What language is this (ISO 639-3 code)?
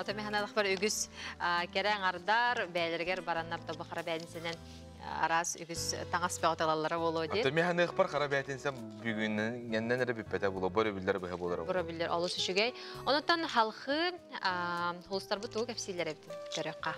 sah